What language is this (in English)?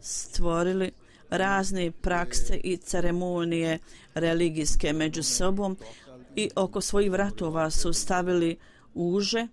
Bosnian